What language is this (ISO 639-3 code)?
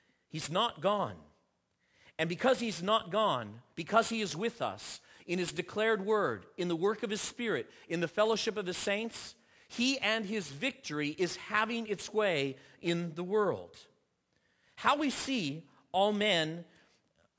eng